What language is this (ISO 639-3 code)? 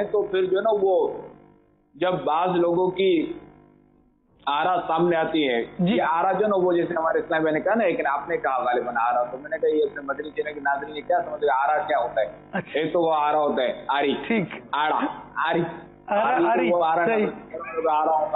urd